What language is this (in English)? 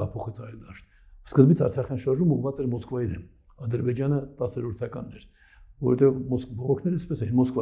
Armenian